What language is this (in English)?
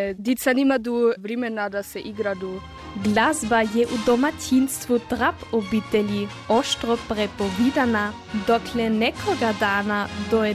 Croatian